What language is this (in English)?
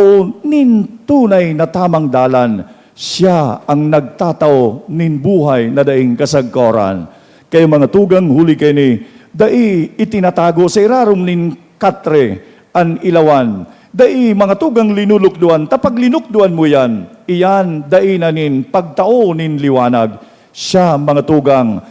Bikol